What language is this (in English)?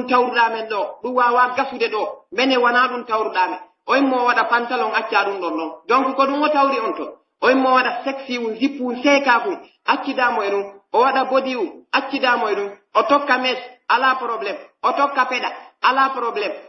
Pular